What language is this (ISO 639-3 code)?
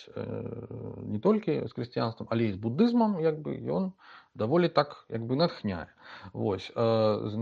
bel